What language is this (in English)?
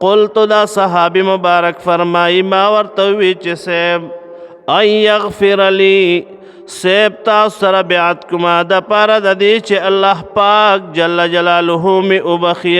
Pashto